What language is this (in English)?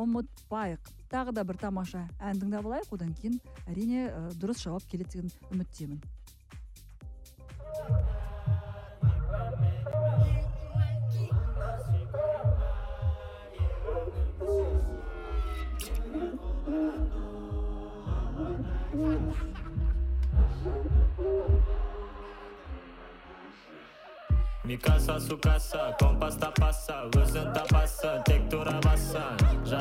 Kazakh